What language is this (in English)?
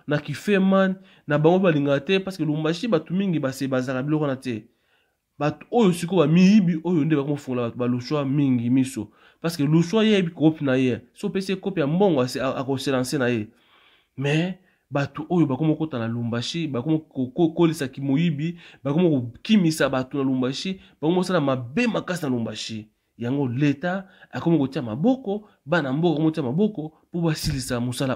Lingala